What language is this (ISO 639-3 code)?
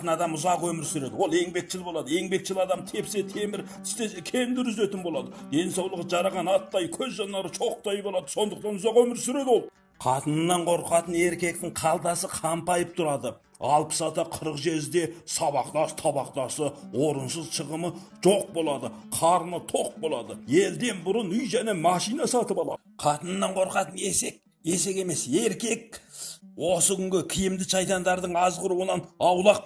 kaz